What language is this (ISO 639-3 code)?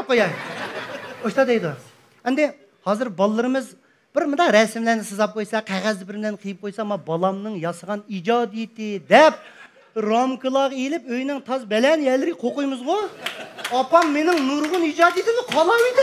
uig